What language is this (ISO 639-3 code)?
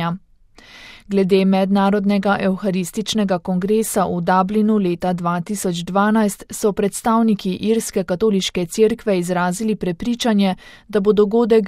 slv